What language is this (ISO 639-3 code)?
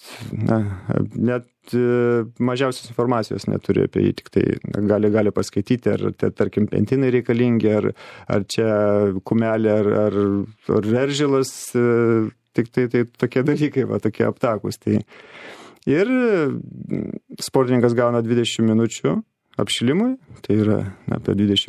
lit